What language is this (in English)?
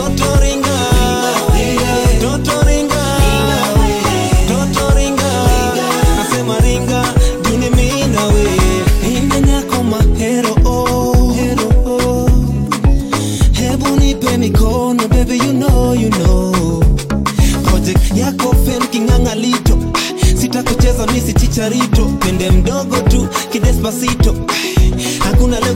Swahili